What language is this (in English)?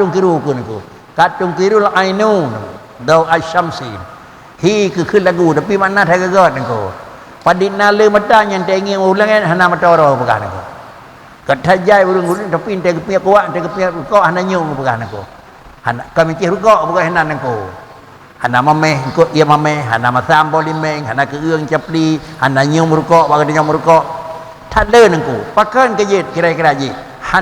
Achinese